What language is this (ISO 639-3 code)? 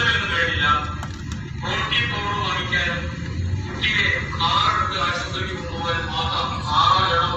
mal